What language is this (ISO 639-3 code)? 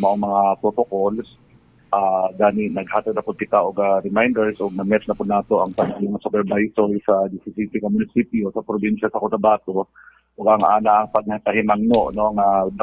ceb